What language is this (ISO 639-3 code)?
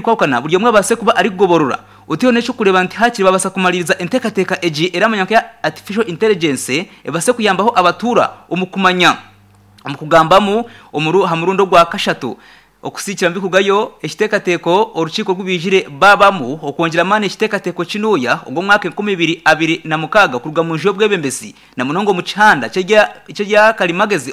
nyn